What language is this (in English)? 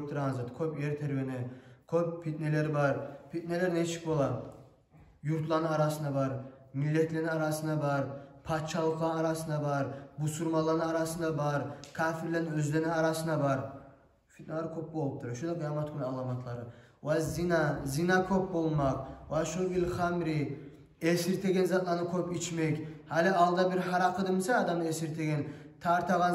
Kumyk